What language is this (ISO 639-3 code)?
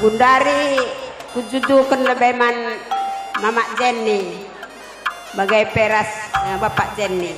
btx